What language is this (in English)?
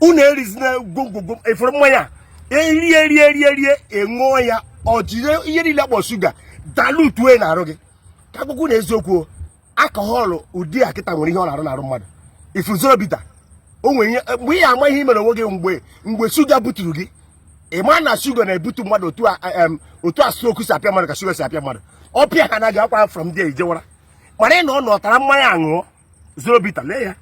Igbo